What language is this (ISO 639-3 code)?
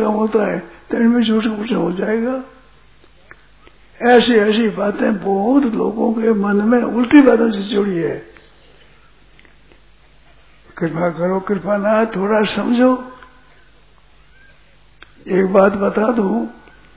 hin